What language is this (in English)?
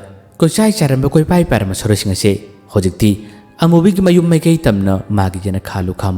Manipuri